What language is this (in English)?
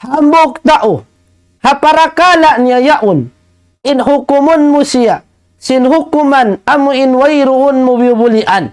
Tausug